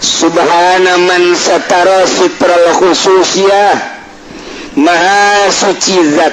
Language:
Sundanese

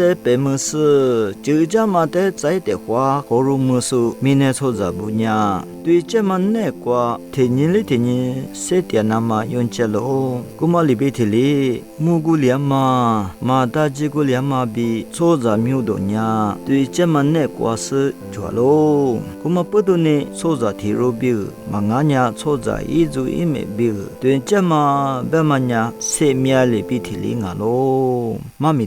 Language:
Lisu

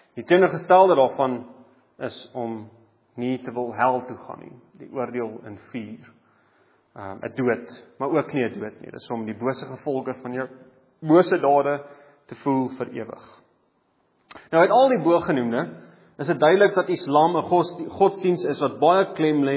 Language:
Afrikaans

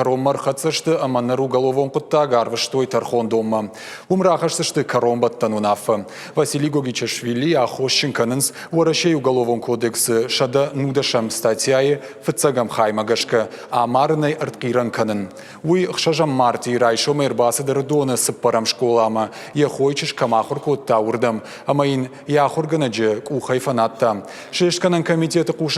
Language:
Ossetic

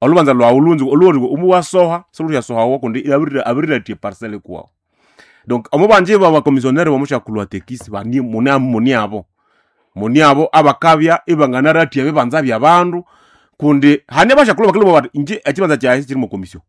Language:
Nande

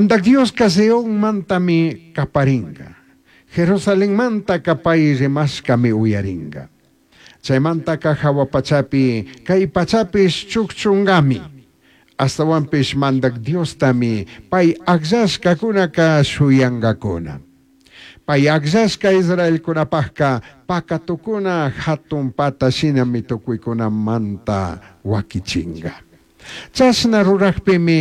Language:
Chimborazo Highland Quichua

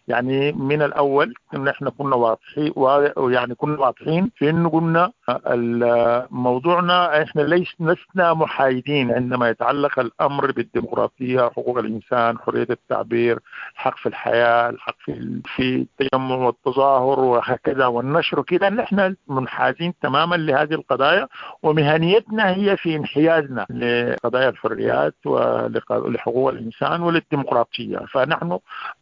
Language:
Sudanese Arabic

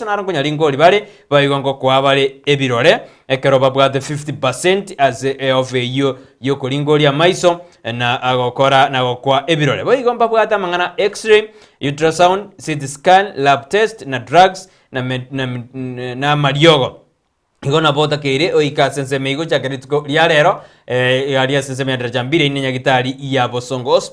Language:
Gusii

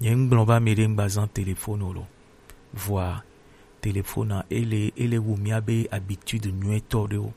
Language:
Gen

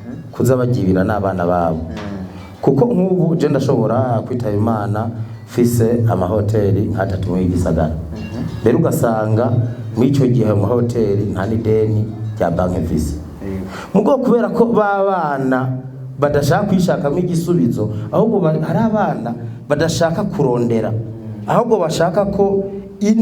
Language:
Rundi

